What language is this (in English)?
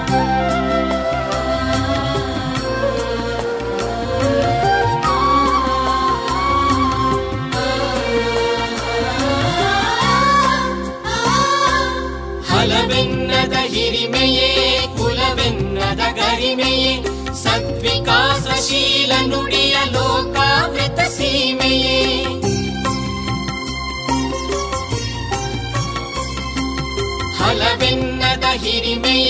Kannada